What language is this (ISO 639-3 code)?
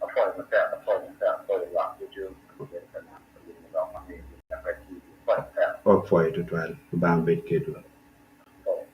ach